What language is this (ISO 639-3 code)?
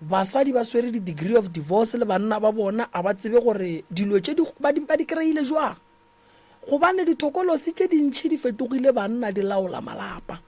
nso